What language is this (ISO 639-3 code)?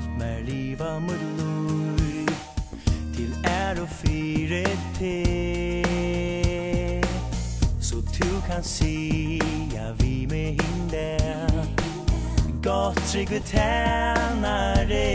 fao